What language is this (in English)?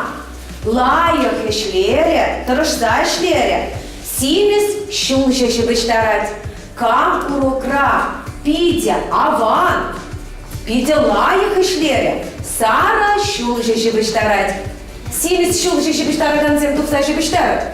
Chuvash